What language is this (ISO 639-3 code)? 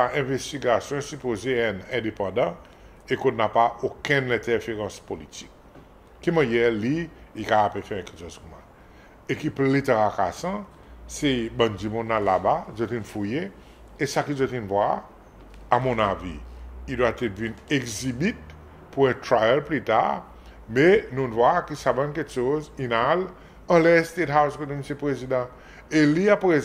crs